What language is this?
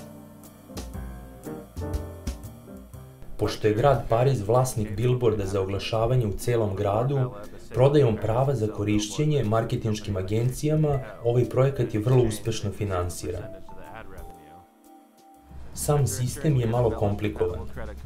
Serbian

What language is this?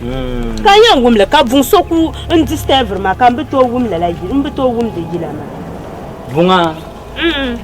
Dagbani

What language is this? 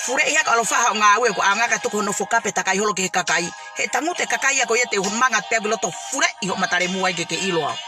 Tongan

